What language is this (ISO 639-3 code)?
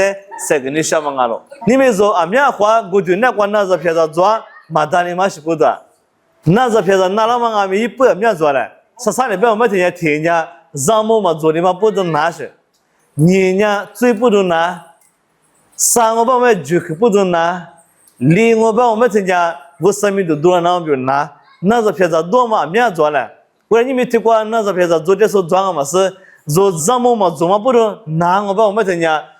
lis